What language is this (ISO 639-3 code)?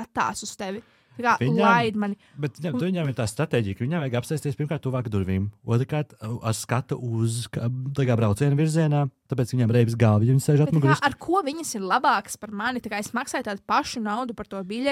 lav